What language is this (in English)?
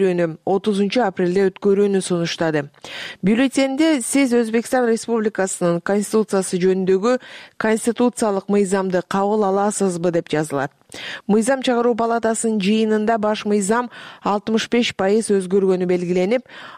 Kyrgyz